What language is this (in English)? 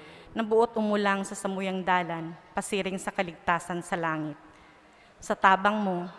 Bikol